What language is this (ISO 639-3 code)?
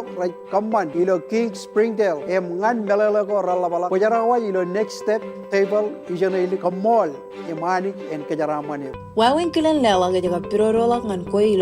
mah